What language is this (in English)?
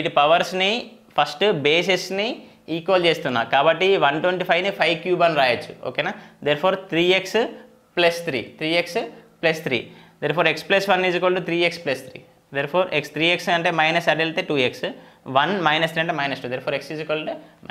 Telugu